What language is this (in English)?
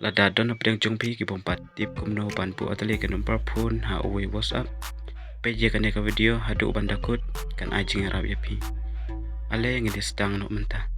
Khasi